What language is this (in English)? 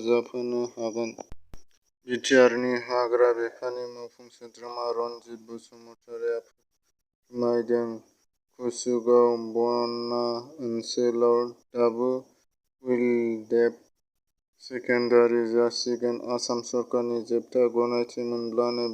Bodo